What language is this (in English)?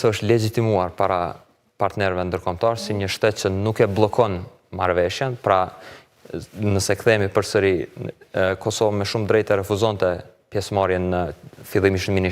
Albanian